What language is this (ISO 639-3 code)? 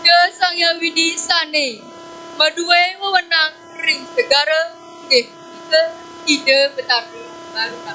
ban